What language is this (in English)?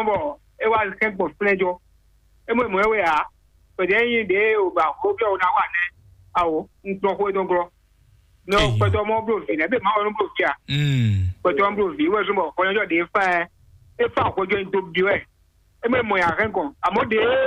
Fon